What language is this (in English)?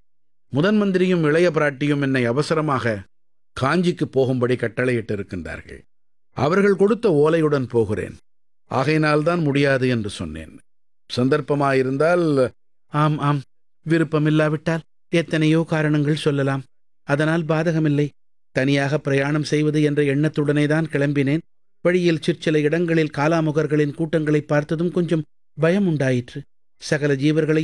Tamil